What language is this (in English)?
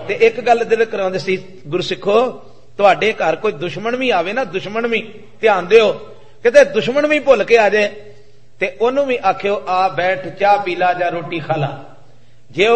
Punjabi